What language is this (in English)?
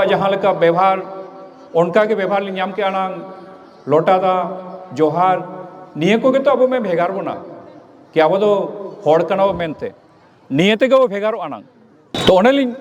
Santali